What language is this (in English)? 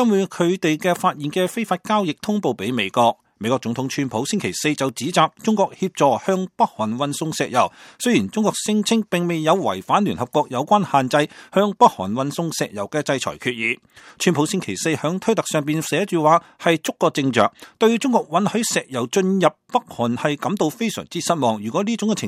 Cantonese